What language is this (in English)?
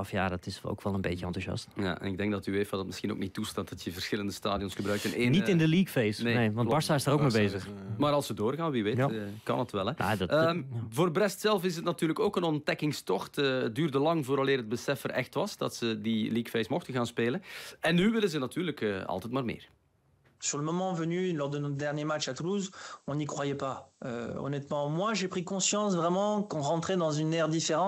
Dutch